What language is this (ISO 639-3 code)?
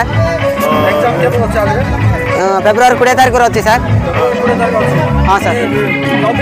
ori